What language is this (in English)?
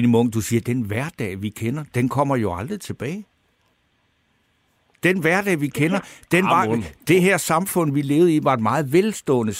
Danish